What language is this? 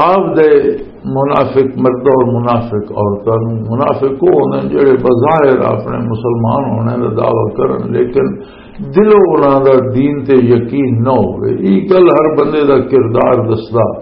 Western Panjabi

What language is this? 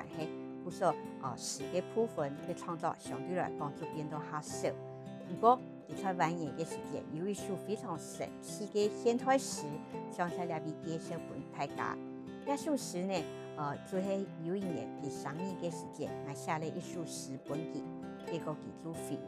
Hakka Chinese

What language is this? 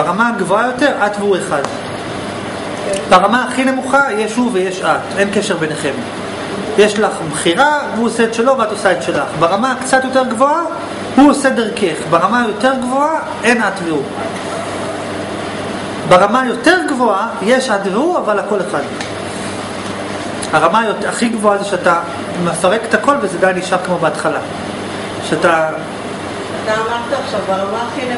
Hebrew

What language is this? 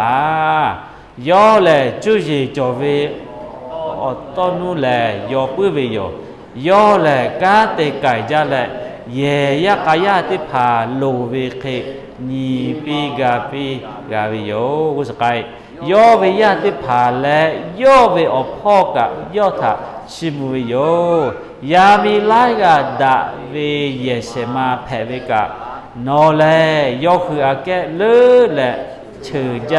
Lahu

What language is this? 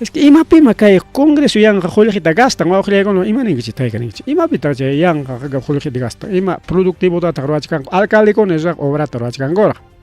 Ayacucho Quechua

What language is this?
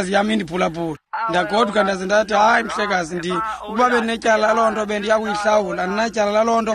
Xhosa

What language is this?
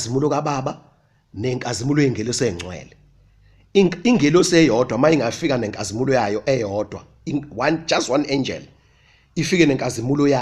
Zulu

